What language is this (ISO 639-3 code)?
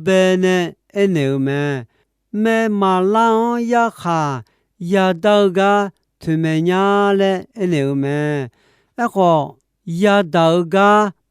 ahk